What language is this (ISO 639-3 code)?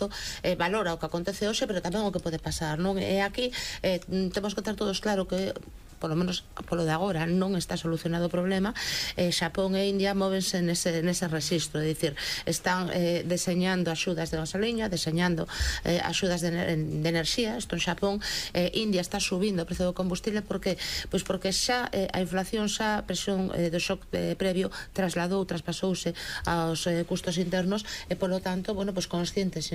glg